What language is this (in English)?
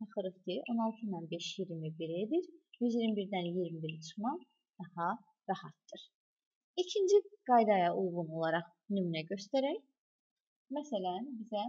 Azerbaijani